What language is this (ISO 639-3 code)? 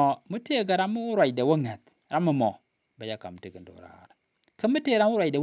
nus